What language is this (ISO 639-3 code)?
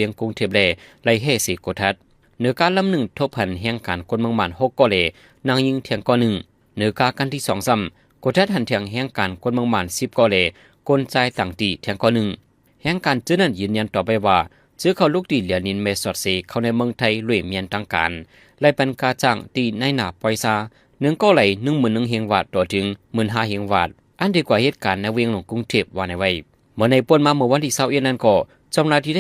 shn